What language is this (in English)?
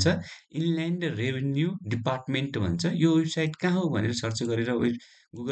Nepali